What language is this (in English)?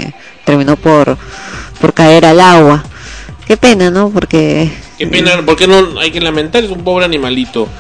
Spanish